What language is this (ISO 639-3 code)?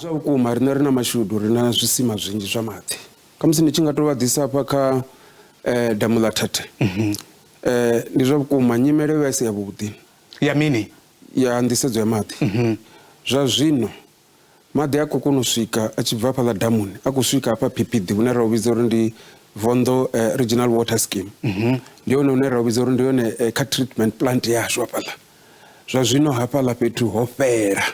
ven